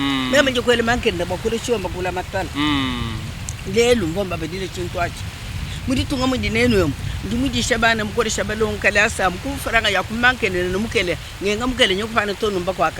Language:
Luba-Lulua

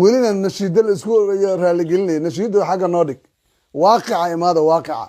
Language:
Somali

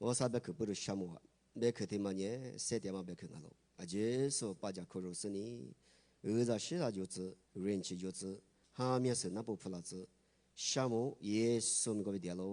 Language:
Lisu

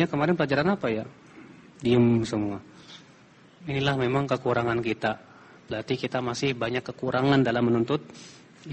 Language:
Indonesian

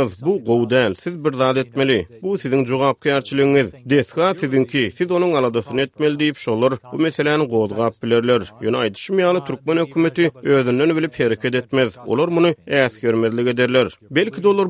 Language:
Turkmen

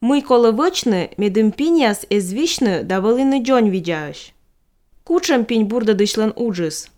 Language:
Slovenian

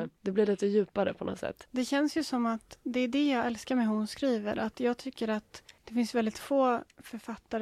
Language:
Swedish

